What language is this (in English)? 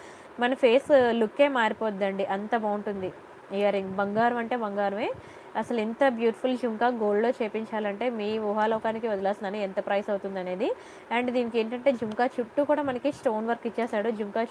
Telugu